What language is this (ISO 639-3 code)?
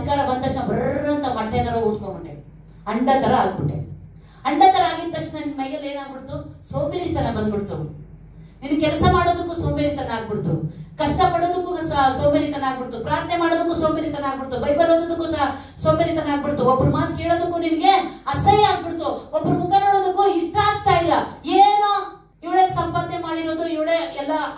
kan